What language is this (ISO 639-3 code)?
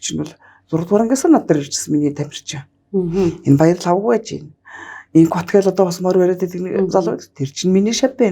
mon